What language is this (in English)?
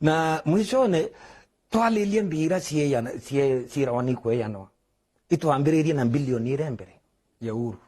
Meru